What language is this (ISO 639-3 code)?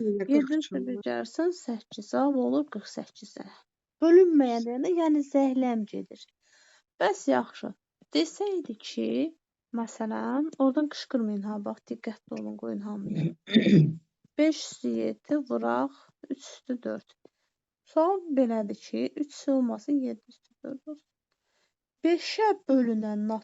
aze